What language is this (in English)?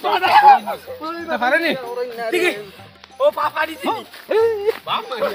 Sylheti